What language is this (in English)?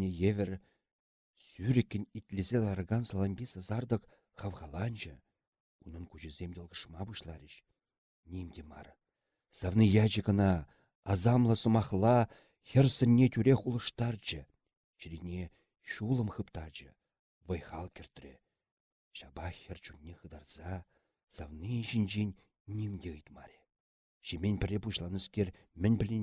Chuvash